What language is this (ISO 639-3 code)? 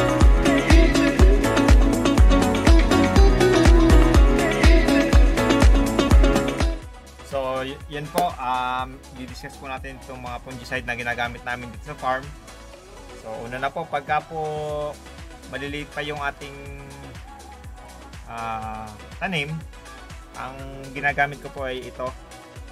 fil